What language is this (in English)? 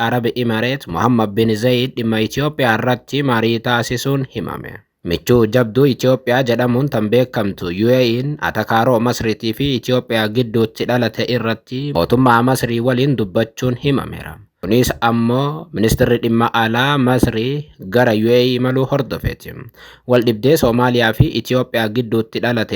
Oromo